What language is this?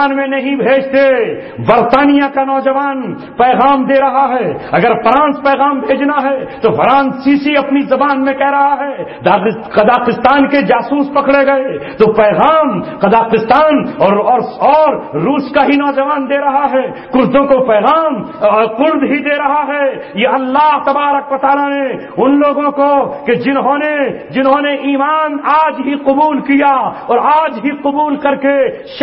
Urdu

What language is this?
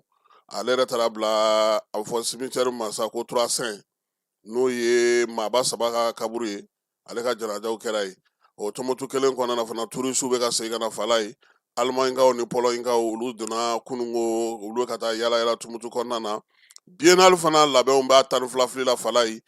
Bambara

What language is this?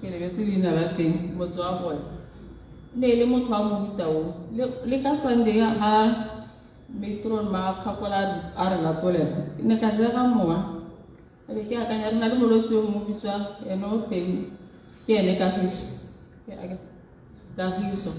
Tswana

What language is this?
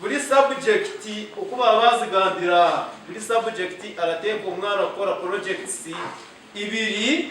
Nyankole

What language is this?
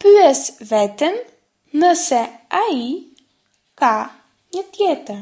Albanian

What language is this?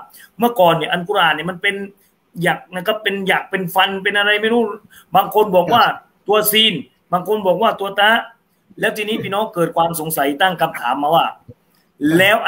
Thai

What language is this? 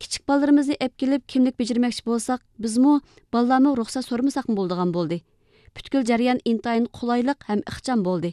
Uyghur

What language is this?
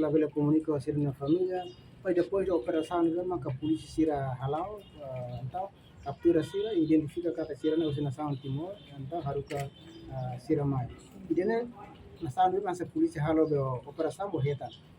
Tetum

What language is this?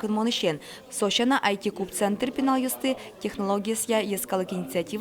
Udmurt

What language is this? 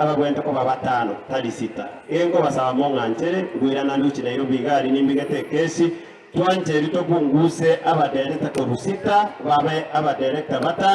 Gusii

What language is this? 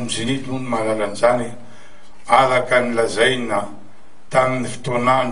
Malagasy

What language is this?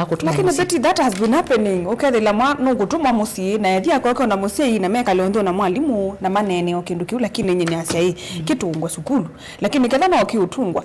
Kamba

